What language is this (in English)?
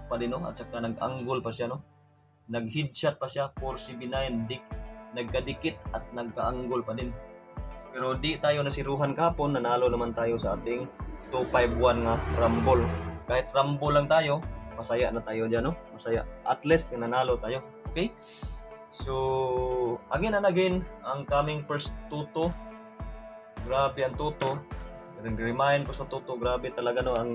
Filipino